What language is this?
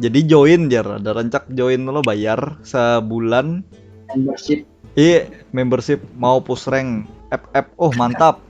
Banjar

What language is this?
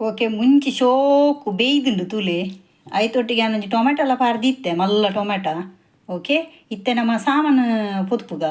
Tulu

